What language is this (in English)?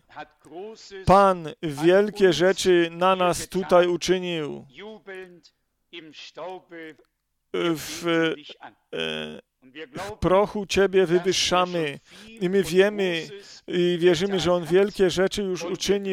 Polish